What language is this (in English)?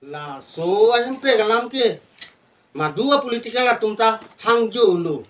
Karbi